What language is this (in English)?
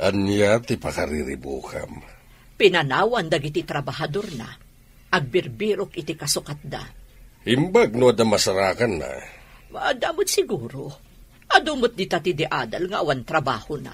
Iloko